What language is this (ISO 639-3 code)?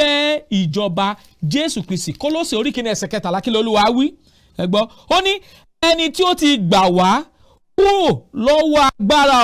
yor